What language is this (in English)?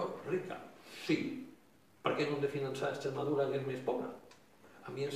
Catalan